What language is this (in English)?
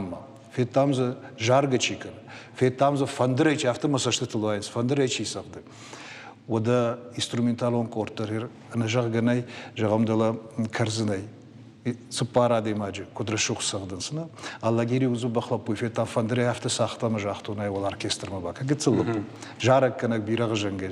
Ossetic